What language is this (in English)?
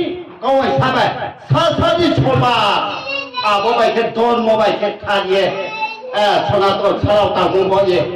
Riang (India)